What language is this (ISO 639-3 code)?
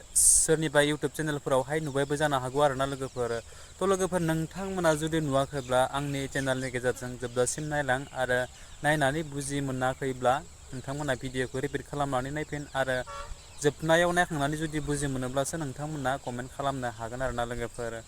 brx